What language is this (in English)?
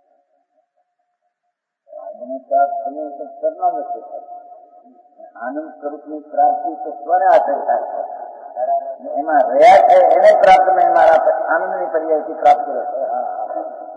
Gujarati